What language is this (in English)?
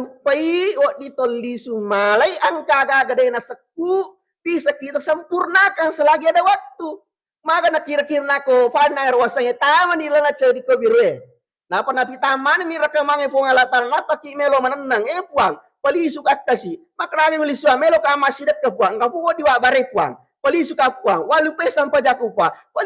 Buginese